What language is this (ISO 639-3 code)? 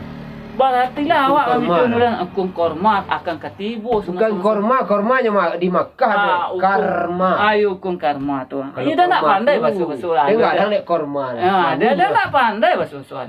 min